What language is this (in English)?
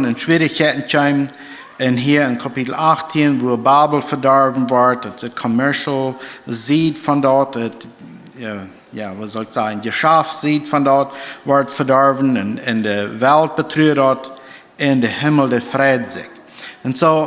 Plautdietsch